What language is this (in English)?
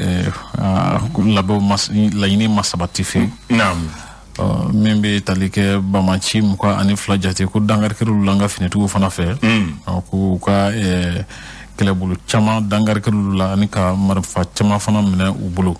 Bambara